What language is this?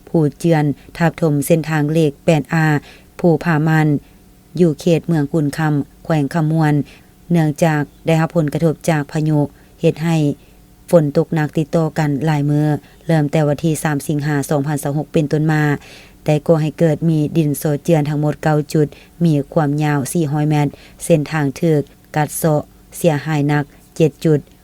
Lao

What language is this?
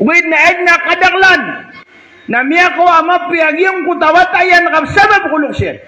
Maranao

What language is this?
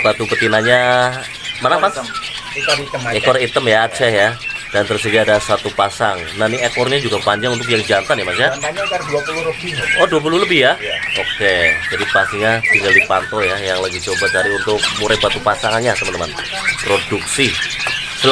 Indonesian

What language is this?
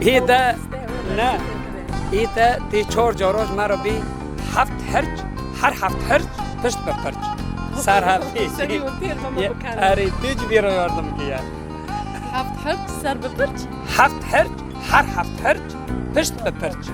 Kurdish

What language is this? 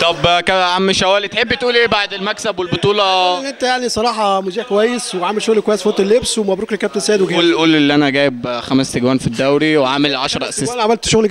Egyptian Arabic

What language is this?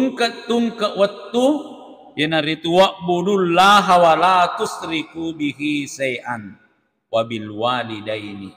Buginese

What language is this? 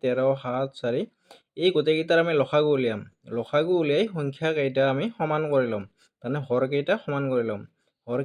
Assamese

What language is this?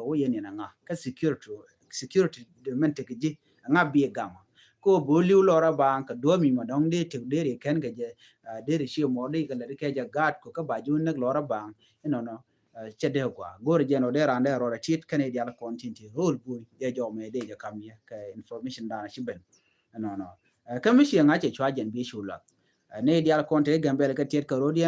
Nuer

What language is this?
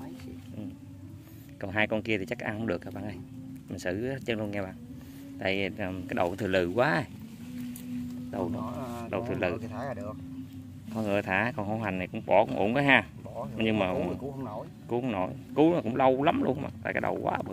Vietnamese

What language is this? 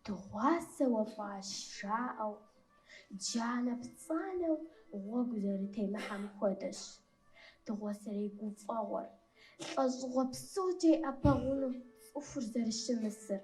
Kabardian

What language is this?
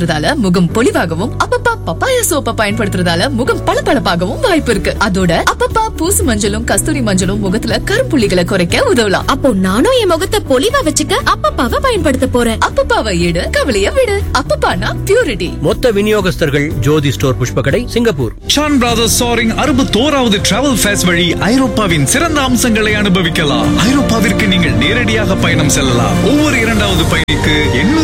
Tamil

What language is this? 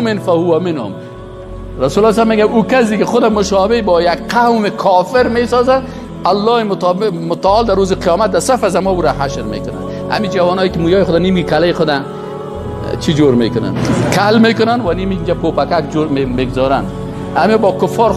Tajik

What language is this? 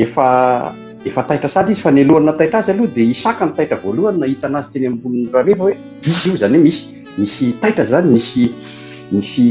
Malagasy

